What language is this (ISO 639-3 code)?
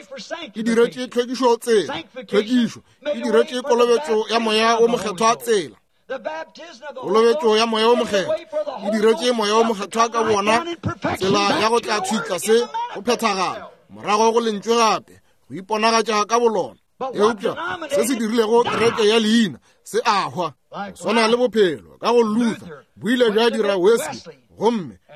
nso